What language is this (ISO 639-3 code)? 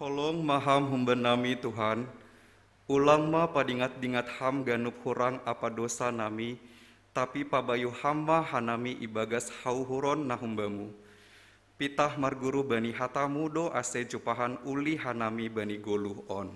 bts